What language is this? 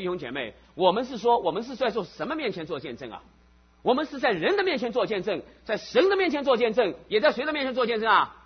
Chinese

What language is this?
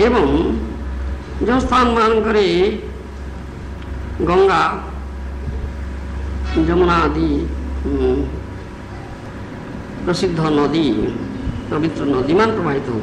Odia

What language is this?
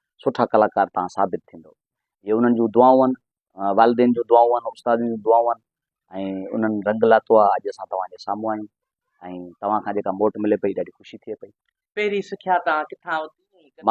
Sindhi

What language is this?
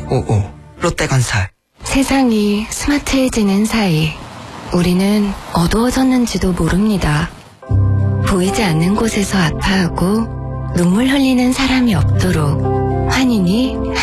Korean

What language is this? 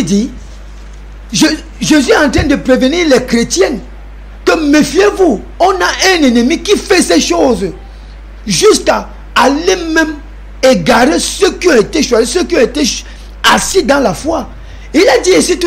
French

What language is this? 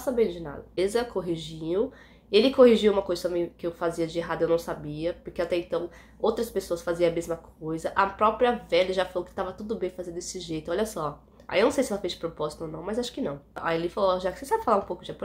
Portuguese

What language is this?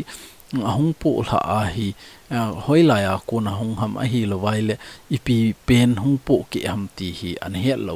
Thado Chin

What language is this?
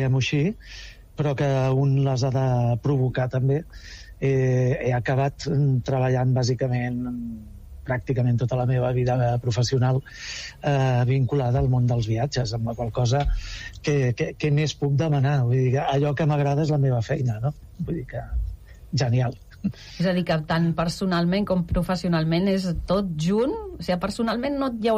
Catalan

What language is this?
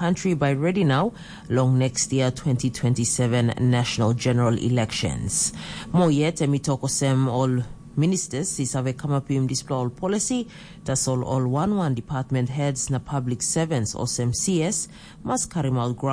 Tok Pisin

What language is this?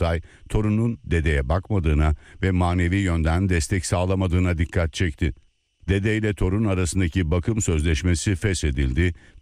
Turkish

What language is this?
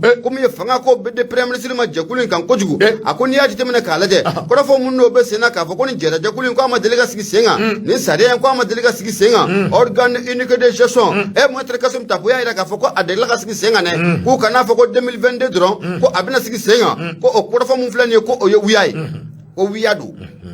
Bambara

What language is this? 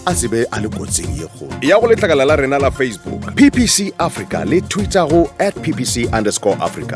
Northern Sotho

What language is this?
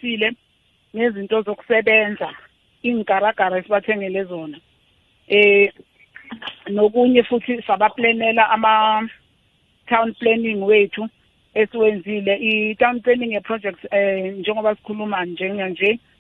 South Ndebele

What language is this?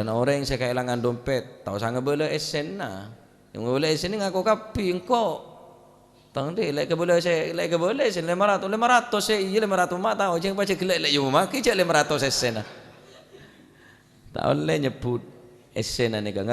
Madurese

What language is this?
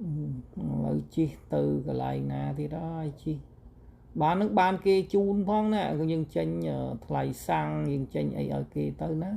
Khmer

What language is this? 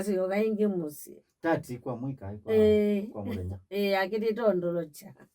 Kamba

